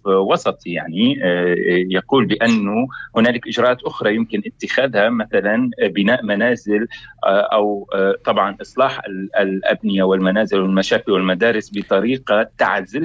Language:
North Levantine Arabic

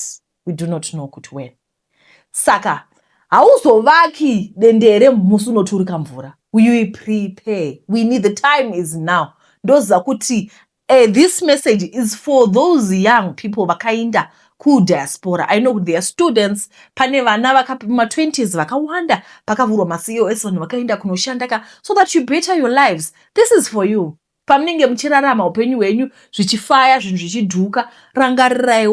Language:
Shona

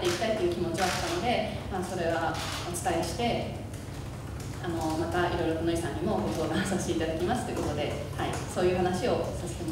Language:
Japanese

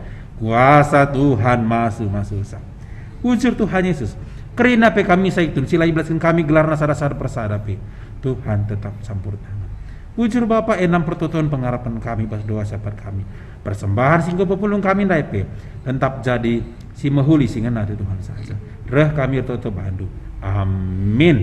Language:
Batak Karo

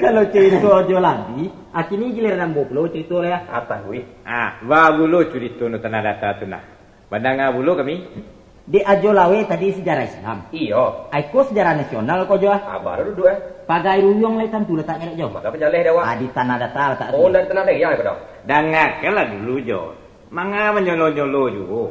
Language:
Minangkabau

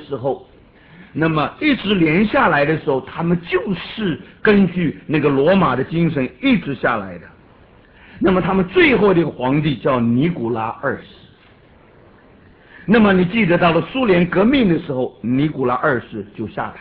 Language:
Chinese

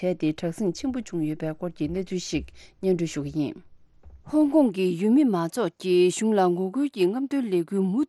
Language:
Tibetan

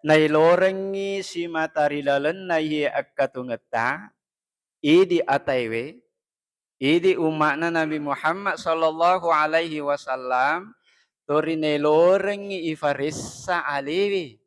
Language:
Buginese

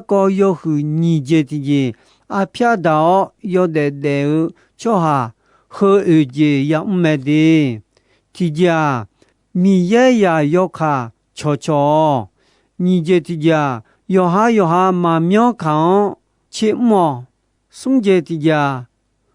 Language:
Akha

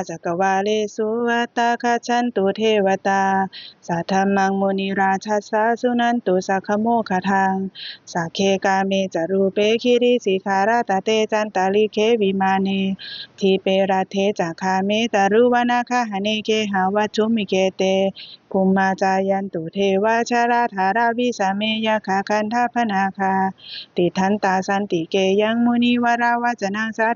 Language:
Pali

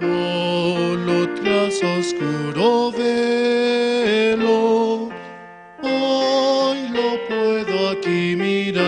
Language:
Aymara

